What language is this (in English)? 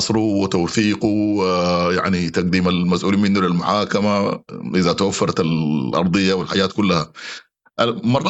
Sudanese Arabic